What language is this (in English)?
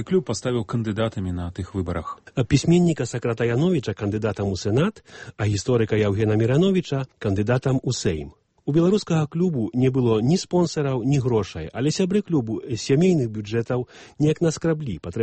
Belarusian